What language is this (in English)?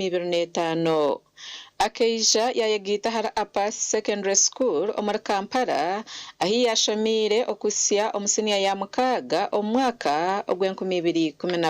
Nyankole